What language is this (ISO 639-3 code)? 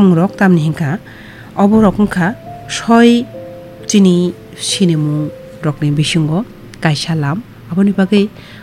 trp